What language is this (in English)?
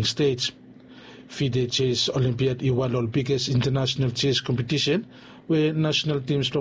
Bislama